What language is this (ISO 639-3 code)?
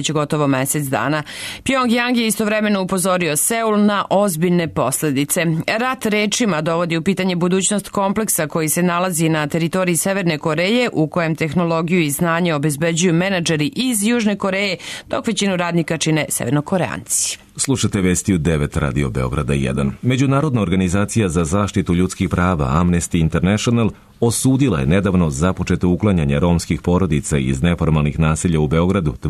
srp